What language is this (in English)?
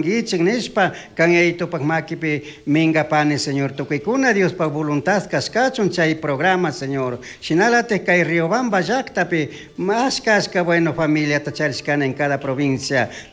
Chimborazo Highland Quichua